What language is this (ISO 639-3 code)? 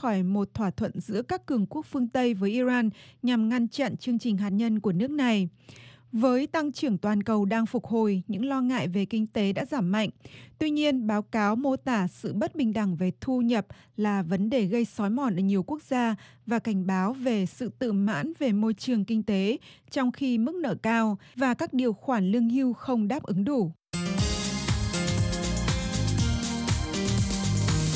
vie